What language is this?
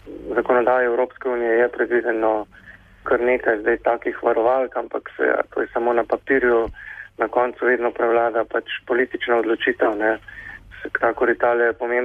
Slovenian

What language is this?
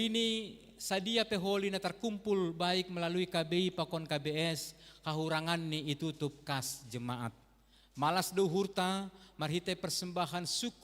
Batak Simalungun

